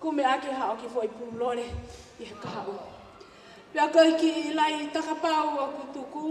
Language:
Tongan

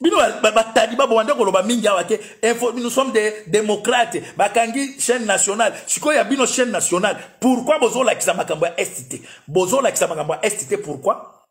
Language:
Lingala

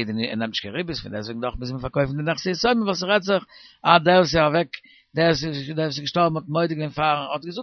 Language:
Yiddish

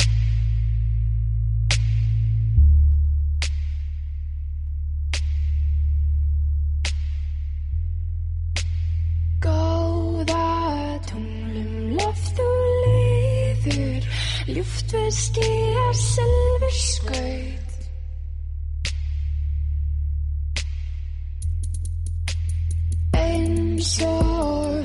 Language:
Slovak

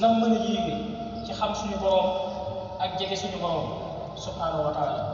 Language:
Wolof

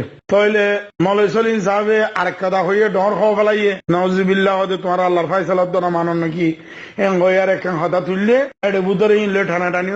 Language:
Rohingya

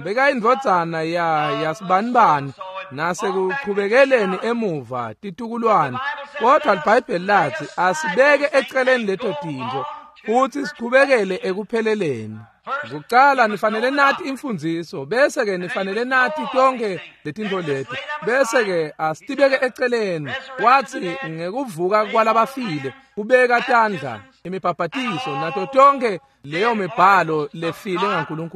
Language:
Swati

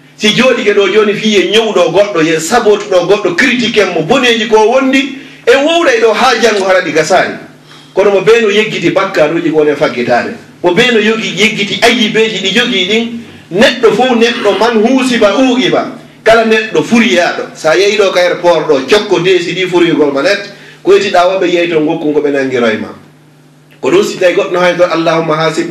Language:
Fula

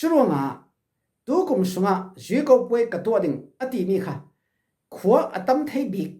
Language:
Falam Chin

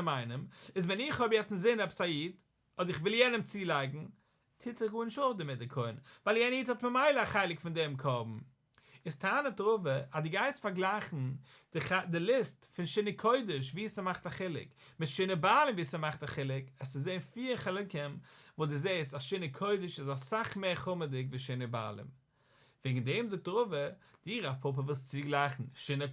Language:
Yiddish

